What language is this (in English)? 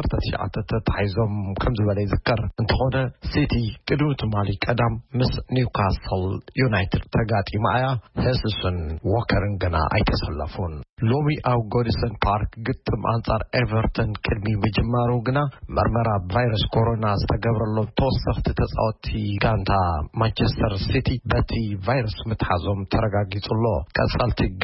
Tigrinya